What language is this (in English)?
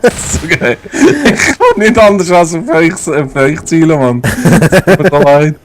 Swiss German